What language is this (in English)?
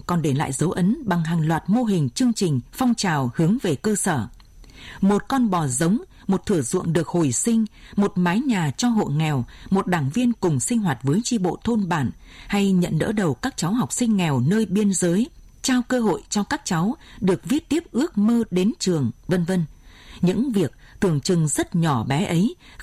Vietnamese